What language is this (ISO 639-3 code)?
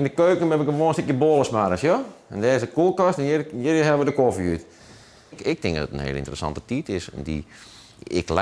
fry